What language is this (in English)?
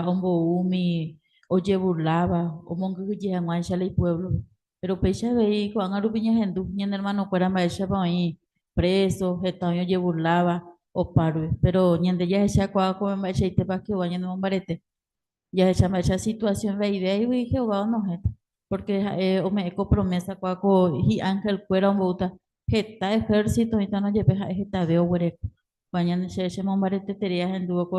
Guarani